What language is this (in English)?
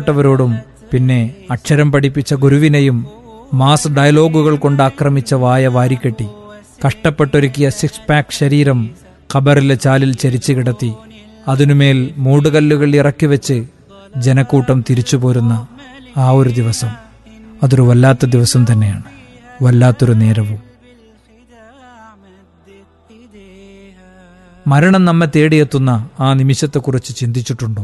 Malayalam